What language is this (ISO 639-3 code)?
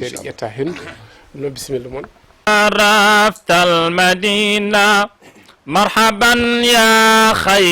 ful